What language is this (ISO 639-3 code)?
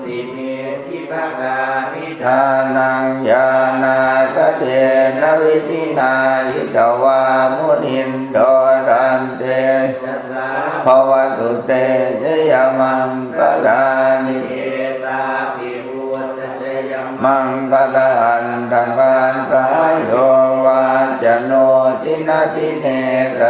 pli